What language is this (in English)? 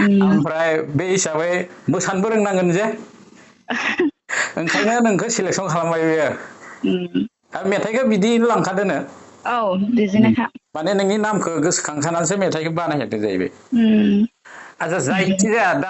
Bodo